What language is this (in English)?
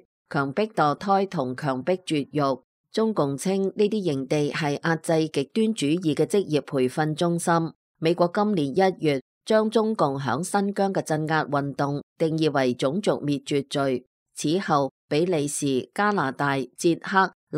Cantonese